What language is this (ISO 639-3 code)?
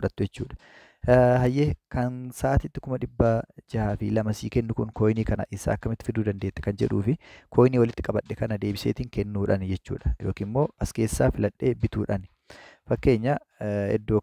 orm